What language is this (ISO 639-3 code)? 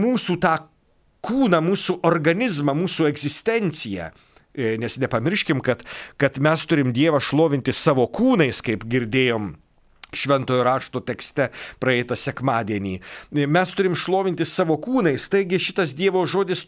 lit